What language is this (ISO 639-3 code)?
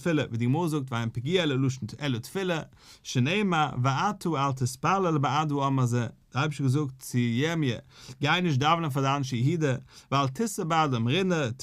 yid